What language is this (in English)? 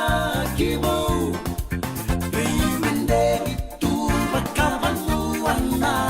Fijian